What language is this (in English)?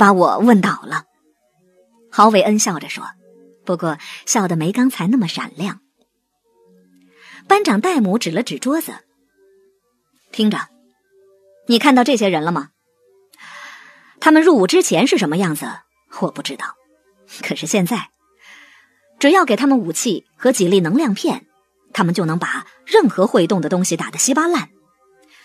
Chinese